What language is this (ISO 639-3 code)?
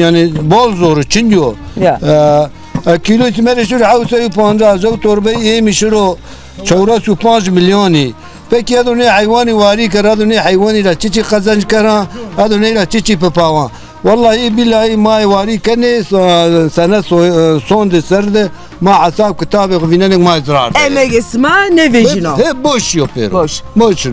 zza